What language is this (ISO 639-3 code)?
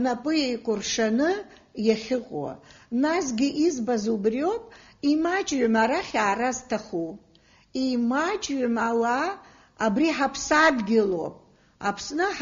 abk